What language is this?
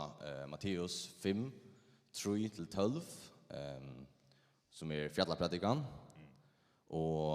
Faroese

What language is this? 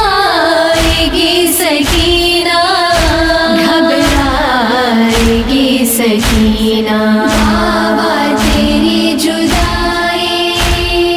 Urdu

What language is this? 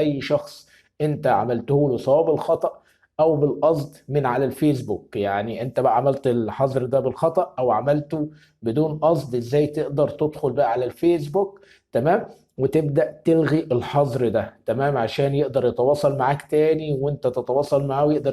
Egyptian Arabic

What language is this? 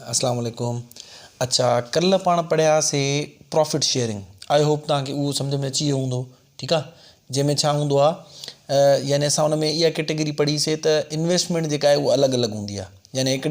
Sindhi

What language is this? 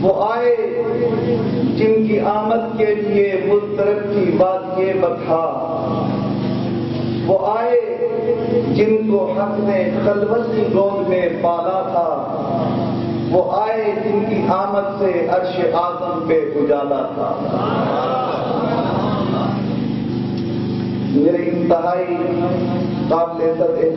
Urdu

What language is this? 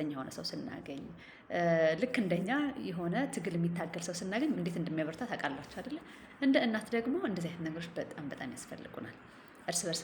Amharic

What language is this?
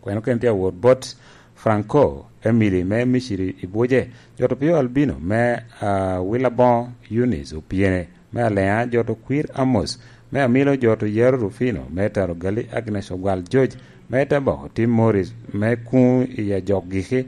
Lango (Uganda)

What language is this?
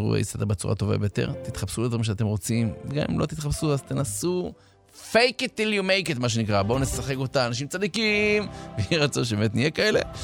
Hebrew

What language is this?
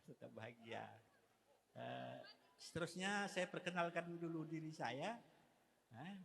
Batak Karo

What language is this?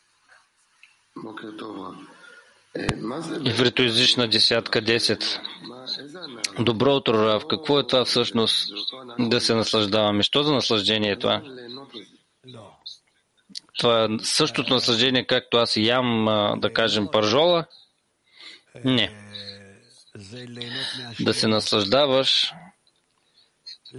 Bulgarian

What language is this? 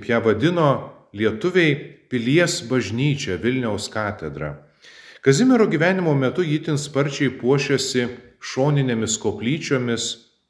Lithuanian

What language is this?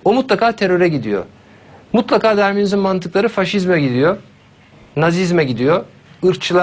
Turkish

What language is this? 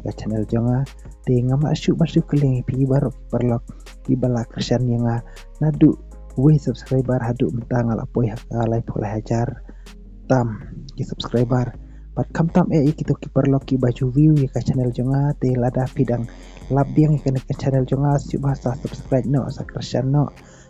Khasi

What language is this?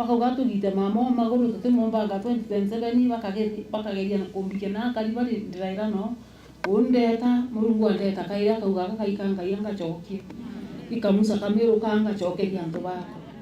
Meru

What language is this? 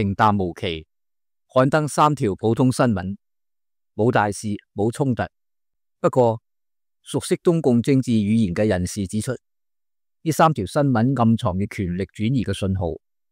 Cantonese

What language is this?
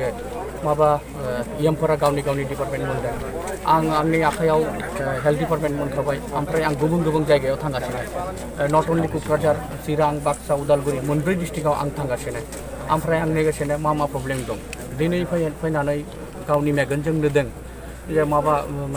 Bodo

